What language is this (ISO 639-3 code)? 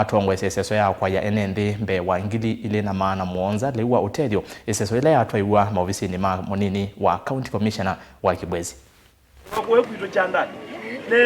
kam